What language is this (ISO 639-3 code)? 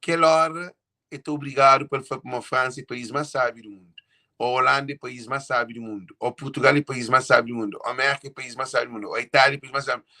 kea